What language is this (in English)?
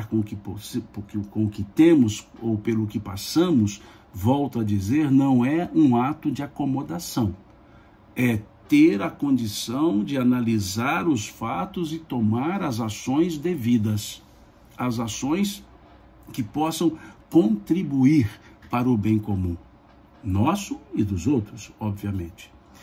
Portuguese